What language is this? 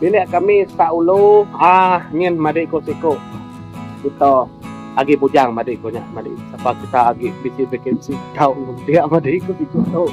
Iban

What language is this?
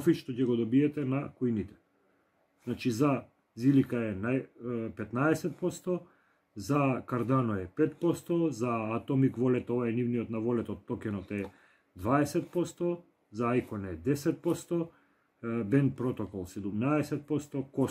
Macedonian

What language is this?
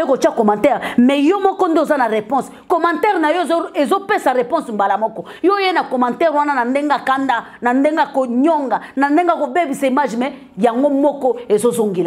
Lingala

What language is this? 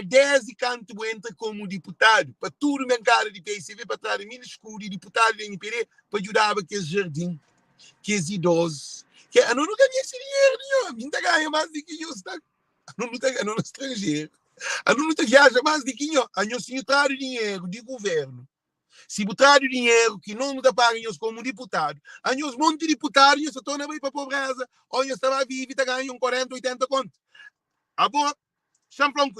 Kabuverdianu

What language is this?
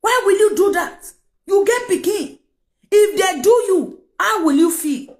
Nigerian Pidgin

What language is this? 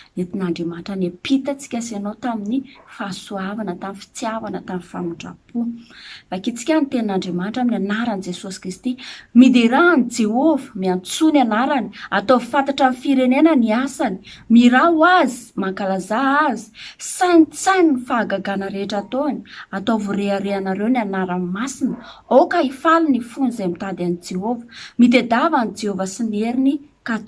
Malagasy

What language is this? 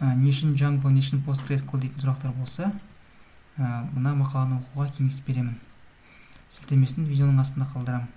Kazakh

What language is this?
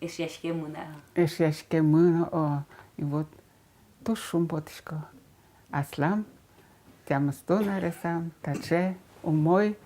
Udmurt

